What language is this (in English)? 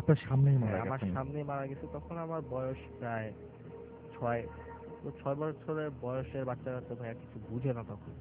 Bangla